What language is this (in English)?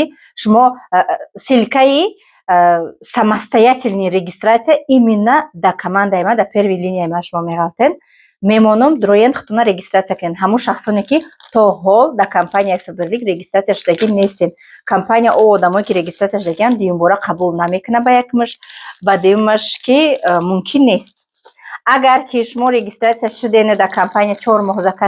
Tajik